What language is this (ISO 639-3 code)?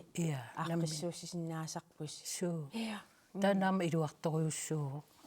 kal